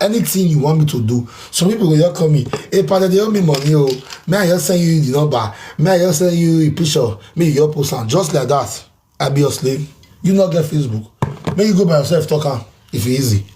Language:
Nigerian Pidgin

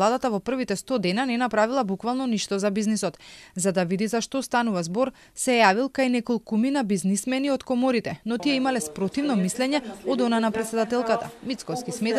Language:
Macedonian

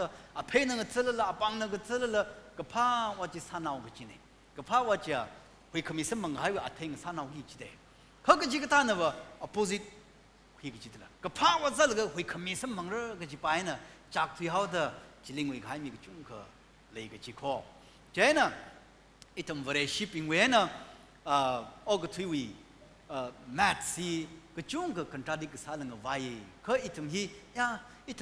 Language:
Tangkhul Naga (India)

